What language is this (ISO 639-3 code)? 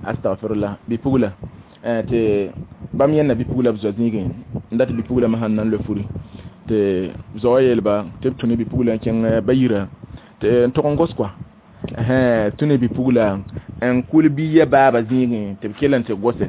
mos